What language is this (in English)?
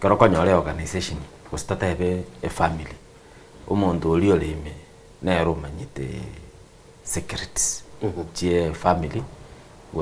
Gusii